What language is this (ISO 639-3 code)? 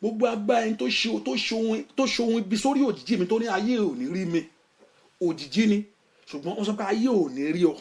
yor